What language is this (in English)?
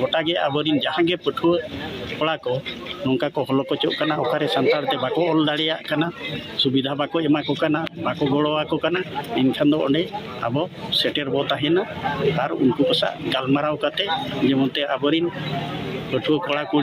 Santali